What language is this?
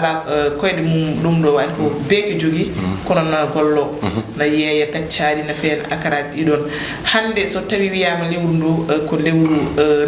Fula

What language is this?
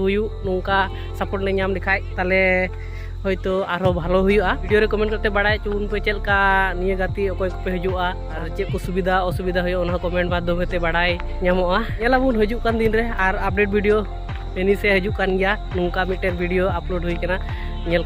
Santali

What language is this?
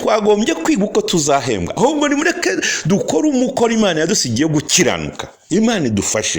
Kinyarwanda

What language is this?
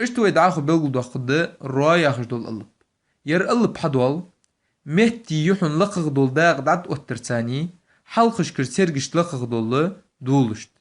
Ingush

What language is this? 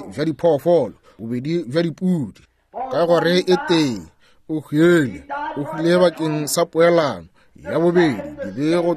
Northern Sotho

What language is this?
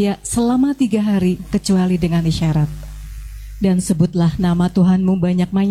Indonesian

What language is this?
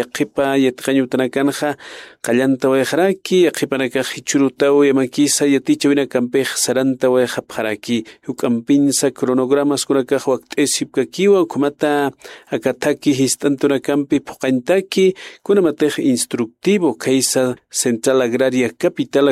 Aymara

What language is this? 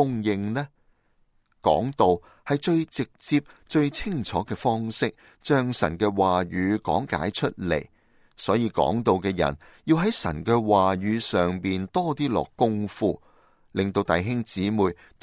Cantonese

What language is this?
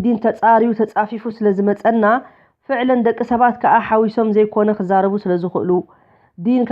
Tigrinya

